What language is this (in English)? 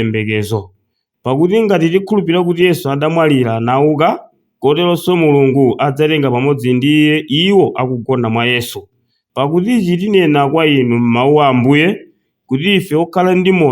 Nyanja